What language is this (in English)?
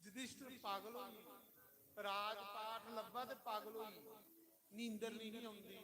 Dogri